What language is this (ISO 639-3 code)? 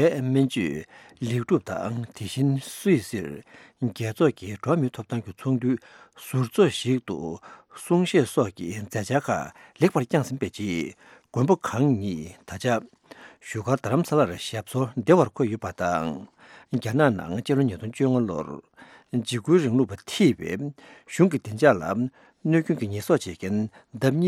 bod